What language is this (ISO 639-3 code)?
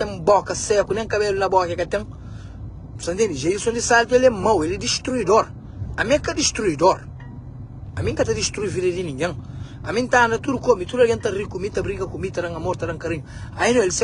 kea